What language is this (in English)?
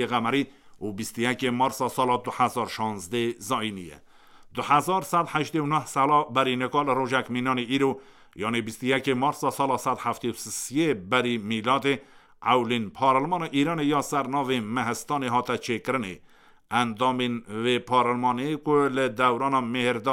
Kurdish